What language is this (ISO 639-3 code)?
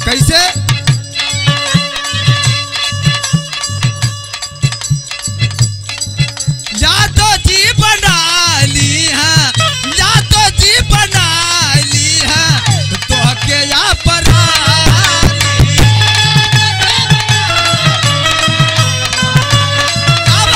bho